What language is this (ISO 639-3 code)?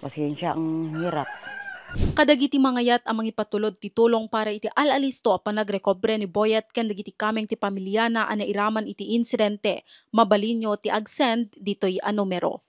ilo